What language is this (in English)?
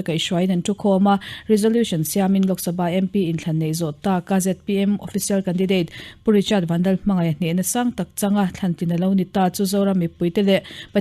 Mizo